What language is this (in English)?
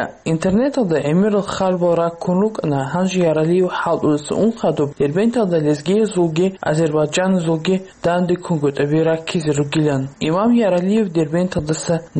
Avaric